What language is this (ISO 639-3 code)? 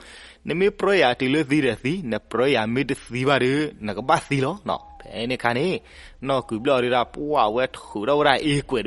ksw